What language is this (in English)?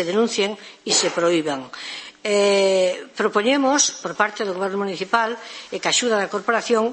Galician